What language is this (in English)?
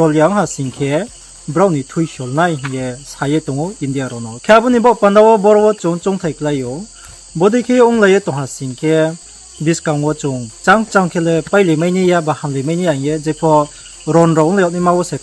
Riang (India)